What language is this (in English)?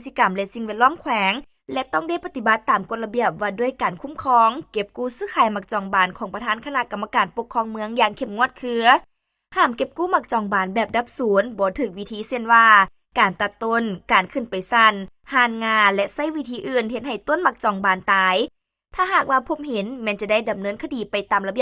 Lao